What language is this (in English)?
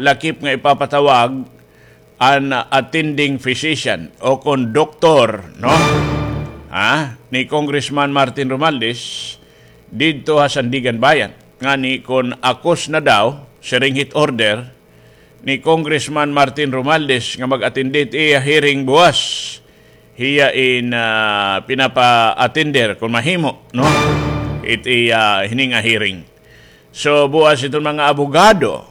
Waray